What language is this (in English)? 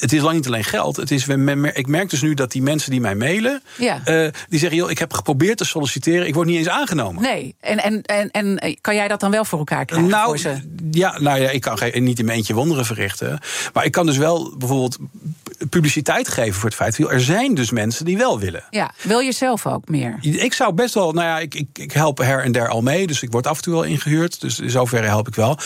Dutch